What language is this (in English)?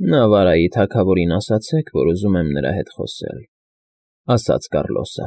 Armenian